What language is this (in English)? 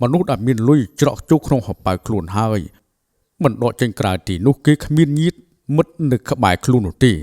Khmer